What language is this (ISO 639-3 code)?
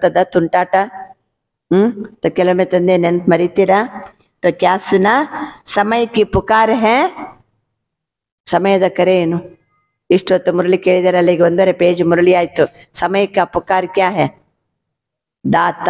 kan